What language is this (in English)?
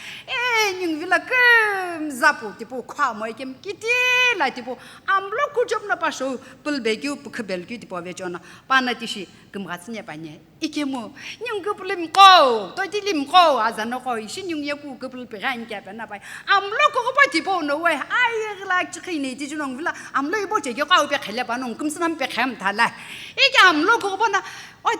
Sumi Naga